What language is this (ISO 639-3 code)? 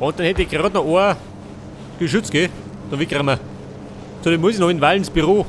bar